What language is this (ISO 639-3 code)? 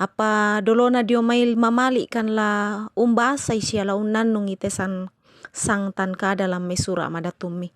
sda